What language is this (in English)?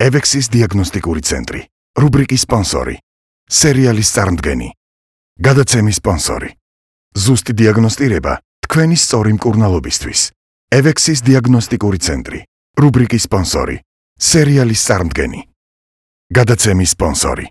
Georgian